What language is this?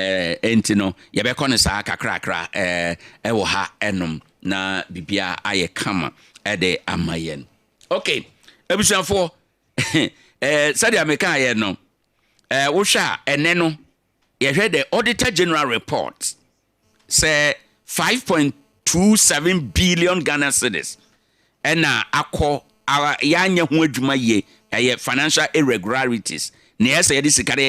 Akan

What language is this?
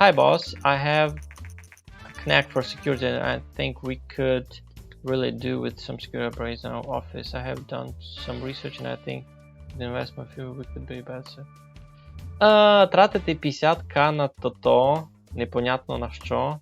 Rusyn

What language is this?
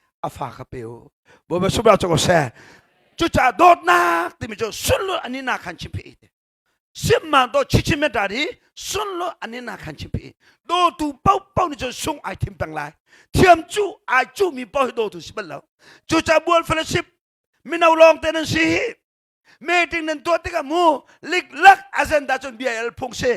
Hakha Chin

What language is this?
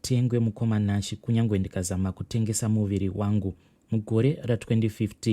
Shona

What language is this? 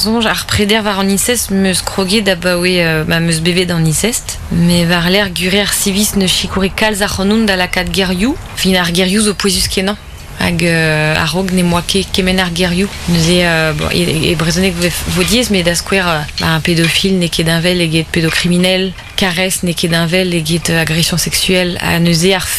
Breton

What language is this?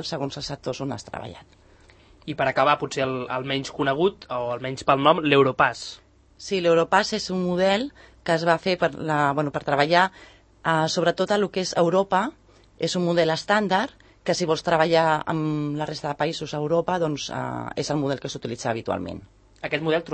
Catalan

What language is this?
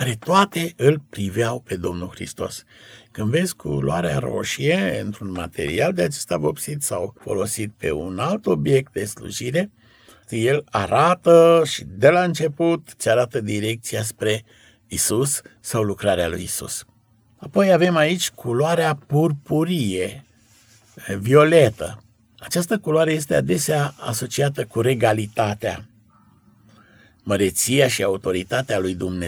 Romanian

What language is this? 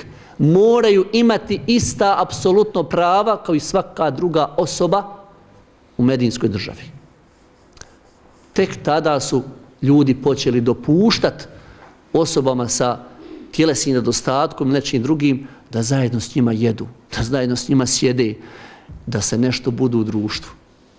Bosnian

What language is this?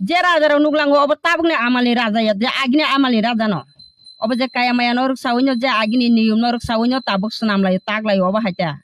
Kok Borok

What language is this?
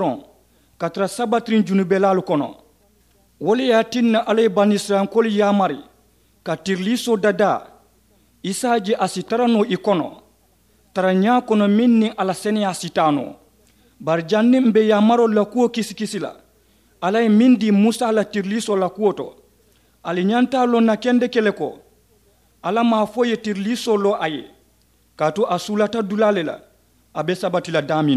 Mandingo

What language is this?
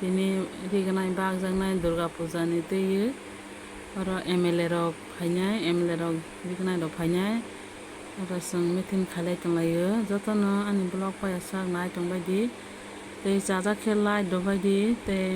Kok Borok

